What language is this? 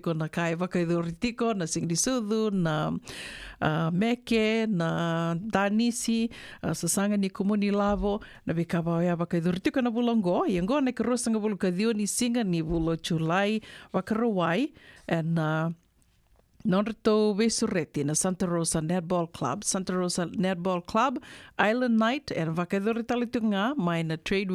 Fijian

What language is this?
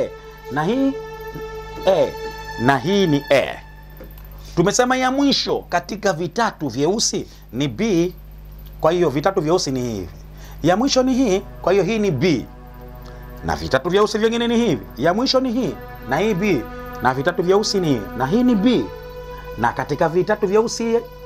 Swahili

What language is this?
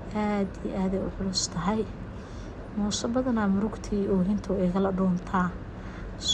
Somali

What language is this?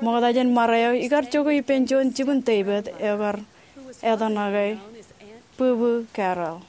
Marshallese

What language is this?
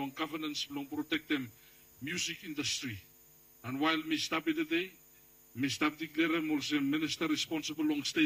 Bislama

